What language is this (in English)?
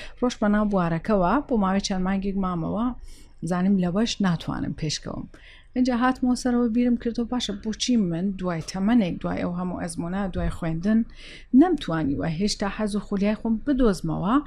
Central Kurdish